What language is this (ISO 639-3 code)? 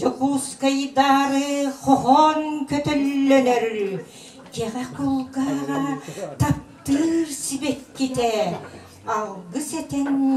sah